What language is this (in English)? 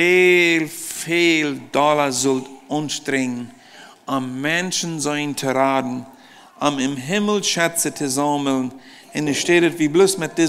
Plautdietsch